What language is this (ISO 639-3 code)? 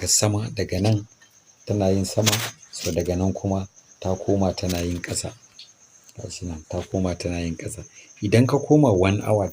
hau